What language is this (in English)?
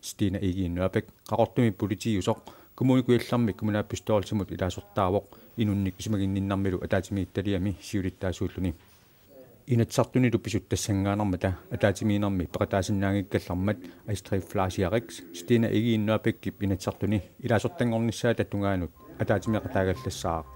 Kalaallisut